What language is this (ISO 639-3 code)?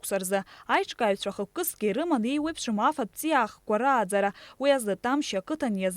abk